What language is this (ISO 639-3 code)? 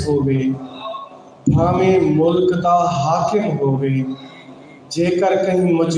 skr